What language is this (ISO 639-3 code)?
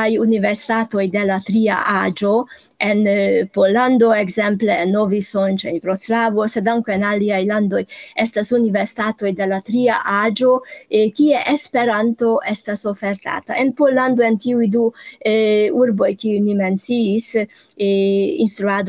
epo